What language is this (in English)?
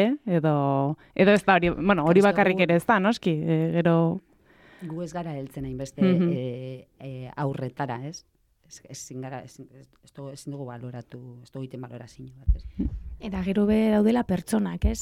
Basque